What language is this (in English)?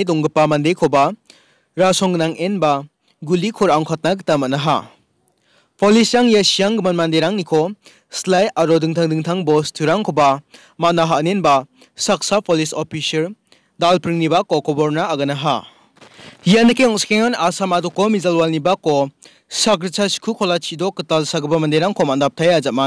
Garo